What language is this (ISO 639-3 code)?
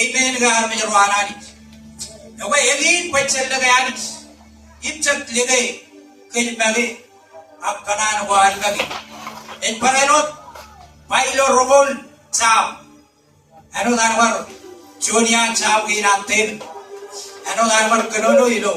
mah